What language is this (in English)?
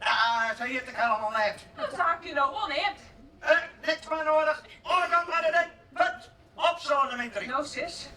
Western Frisian